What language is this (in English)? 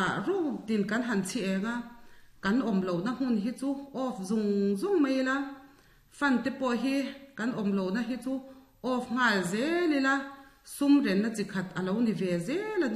Mizo